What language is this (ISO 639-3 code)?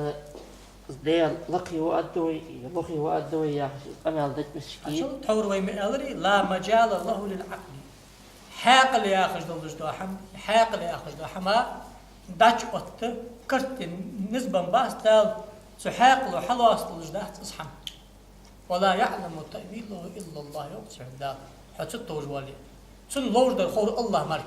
inh